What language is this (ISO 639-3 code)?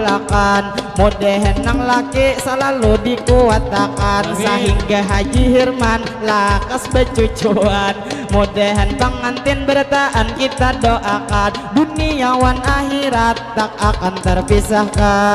bjn